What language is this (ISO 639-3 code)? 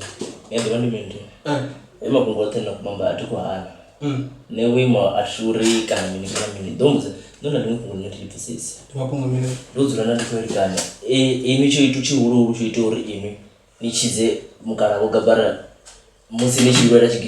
ven